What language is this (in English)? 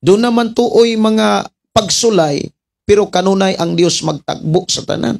Cebuano